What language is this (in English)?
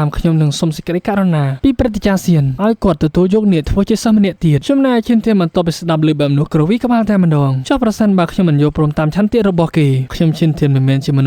Khmer